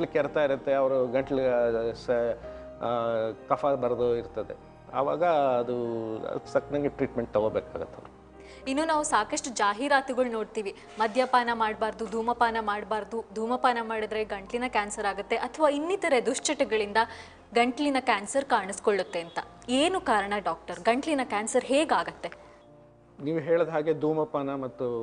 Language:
Kannada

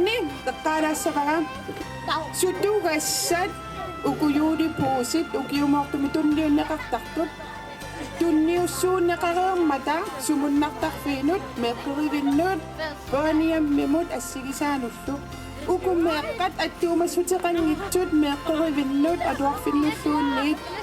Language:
Kalaallisut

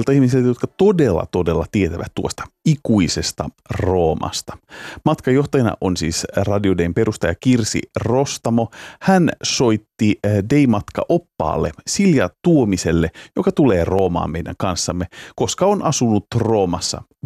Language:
Finnish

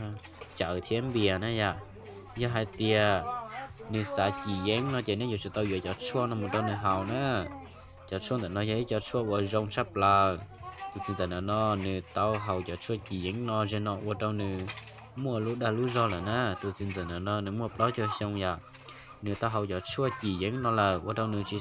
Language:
Hmong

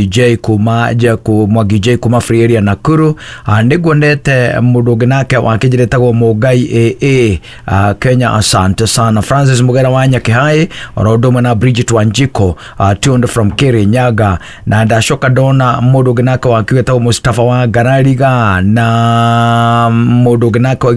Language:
Kikuyu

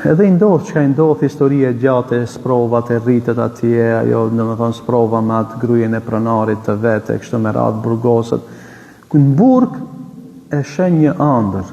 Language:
Albanian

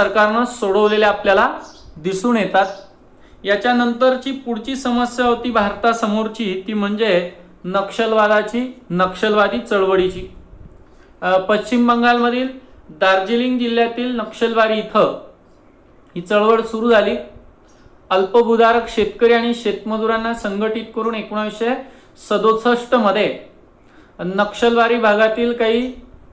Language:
Marathi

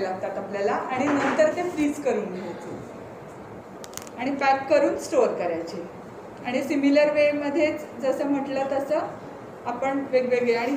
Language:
Marathi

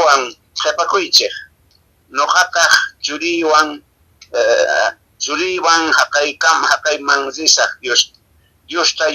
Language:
Quechua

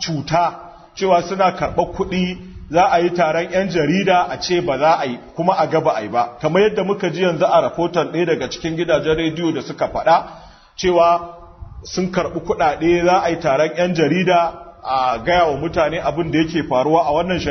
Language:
Hausa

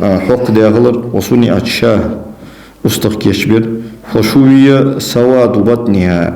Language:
Ingush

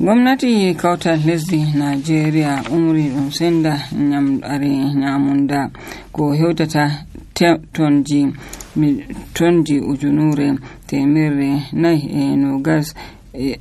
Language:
Nigerian Fulfulde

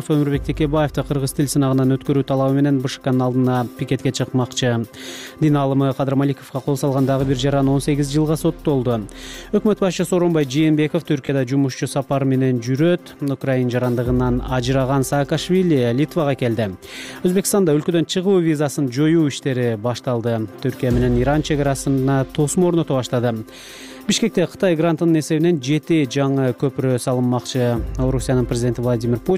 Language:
Kyrgyz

